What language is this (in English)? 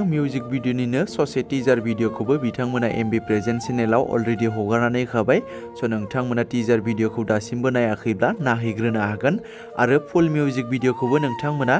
Bodo